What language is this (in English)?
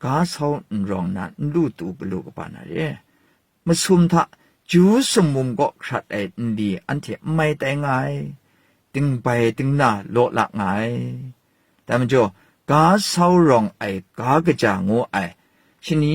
Kachin